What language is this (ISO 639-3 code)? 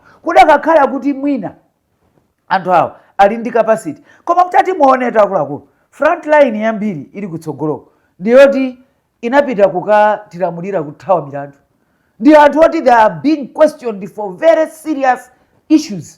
nya